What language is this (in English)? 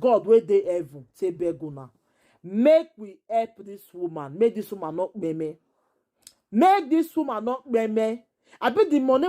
Nigerian Pidgin